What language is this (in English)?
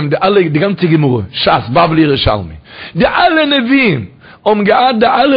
Yiddish